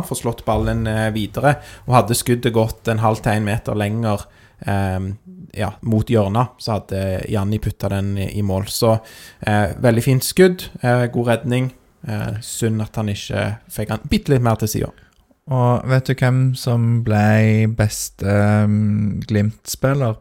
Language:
Norwegian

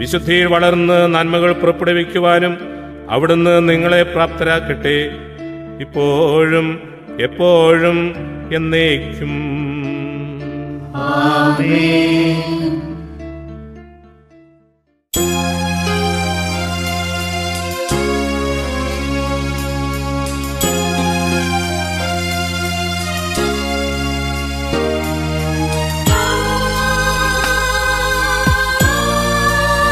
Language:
Malayalam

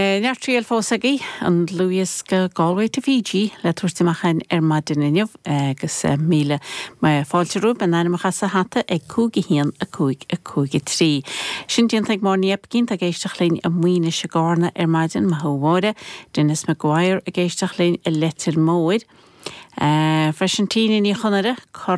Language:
Irish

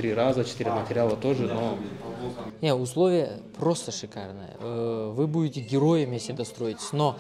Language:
Russian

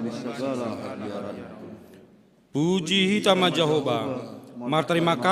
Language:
Batak Simalungun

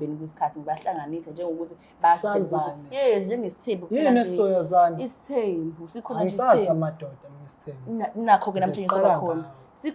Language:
Zulu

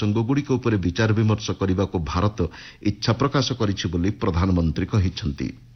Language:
Odia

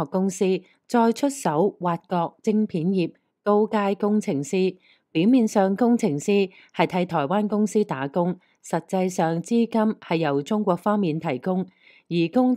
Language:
Cantonese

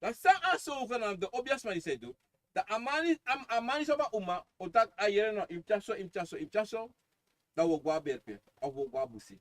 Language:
Sranan Tongo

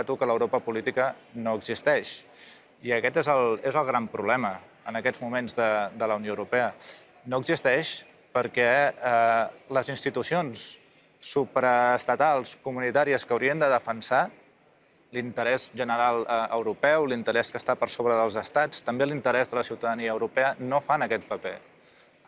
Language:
Catalan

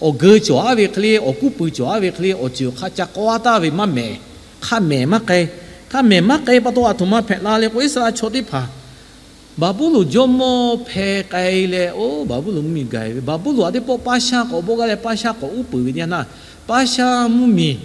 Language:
Lahu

